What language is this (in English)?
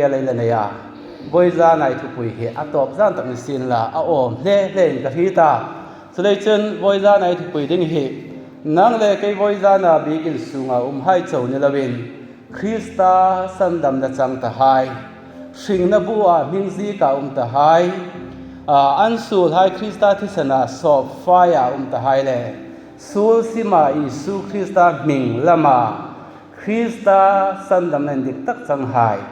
Hmar